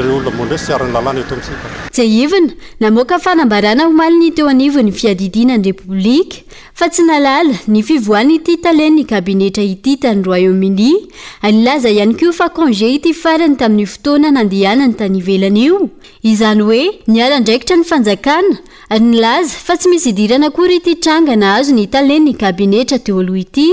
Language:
Malagasy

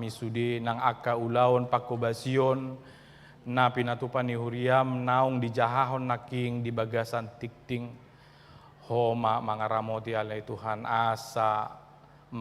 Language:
Batak Toba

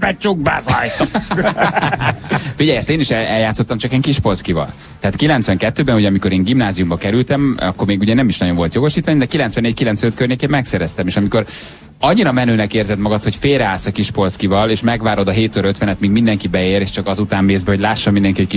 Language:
Hungarian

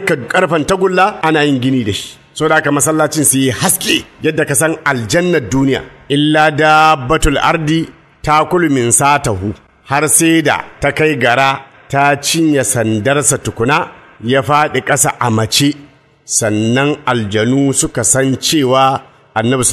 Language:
Hausa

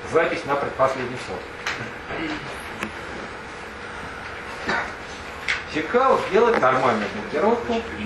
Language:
Russian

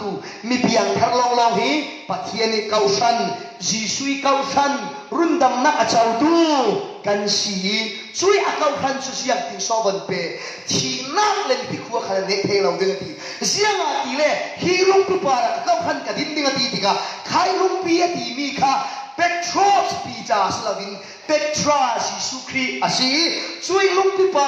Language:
Falam Chin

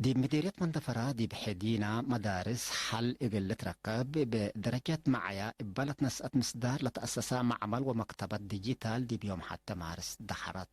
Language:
Tigre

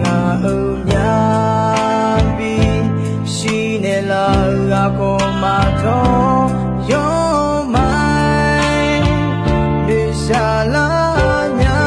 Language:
Akha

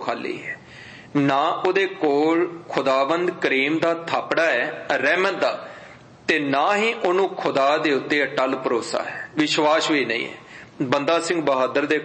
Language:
Punjabi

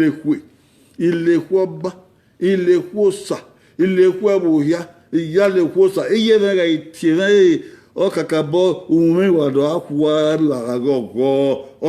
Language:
Bini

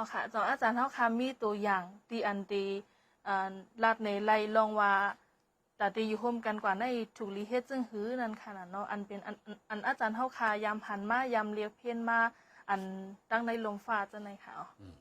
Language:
Shan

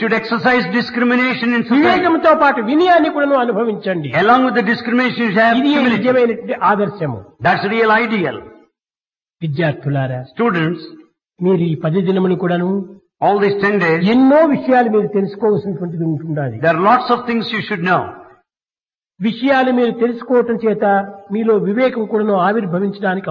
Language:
Telugu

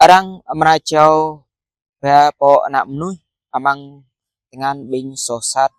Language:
Jarai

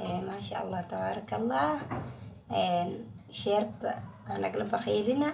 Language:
Somali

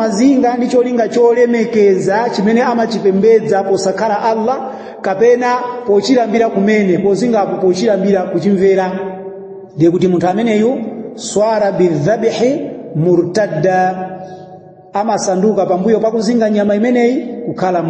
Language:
Nyanja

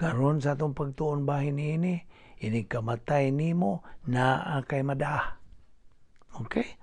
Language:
Cebuano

